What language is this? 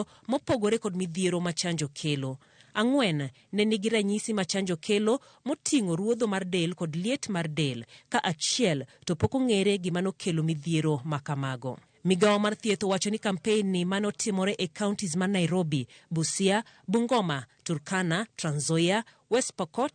Luo (Kenya and Tanzania)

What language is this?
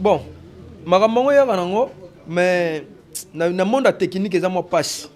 Lingala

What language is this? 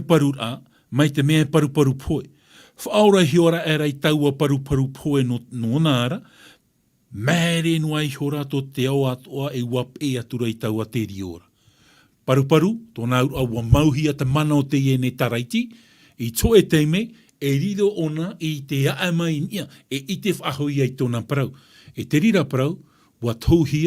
Tahitian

